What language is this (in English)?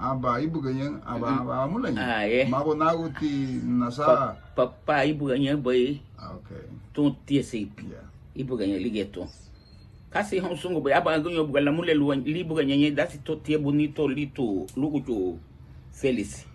Garifuna